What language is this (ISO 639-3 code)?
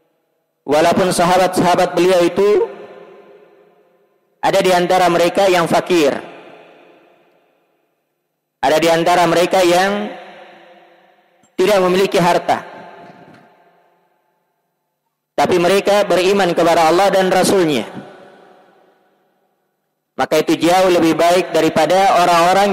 ind